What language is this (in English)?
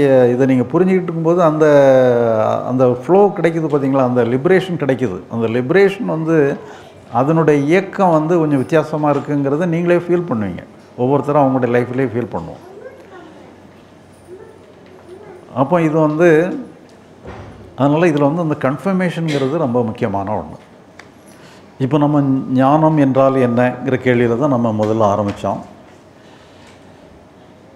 Tamil